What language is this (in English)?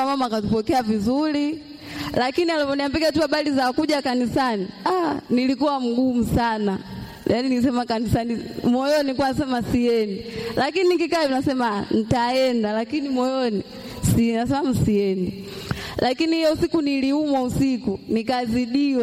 Swahili